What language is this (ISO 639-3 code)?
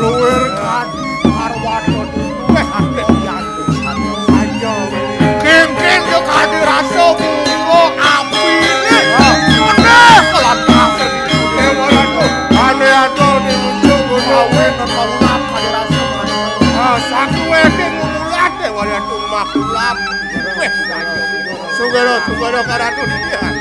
ban